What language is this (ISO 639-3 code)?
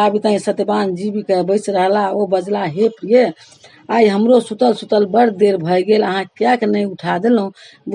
mai